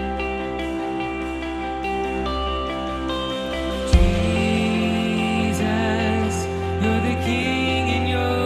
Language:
English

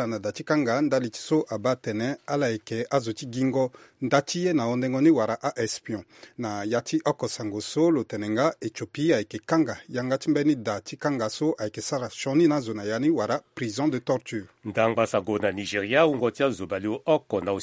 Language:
Sango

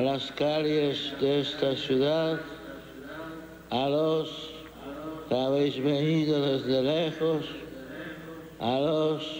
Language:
Spanish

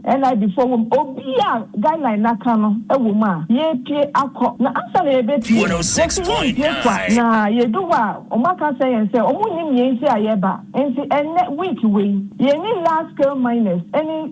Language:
Akan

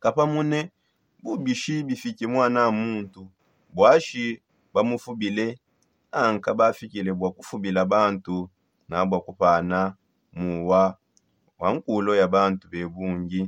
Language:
Songe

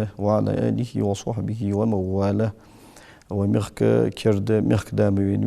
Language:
Ingush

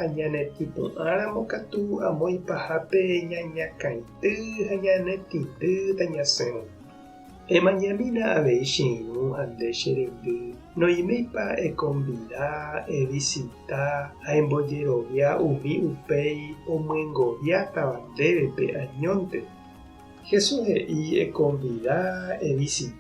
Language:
Guarani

